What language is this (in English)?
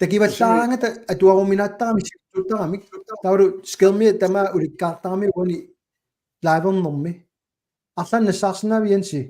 Kalaallisut